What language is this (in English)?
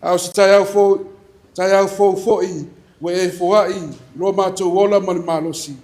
Samoan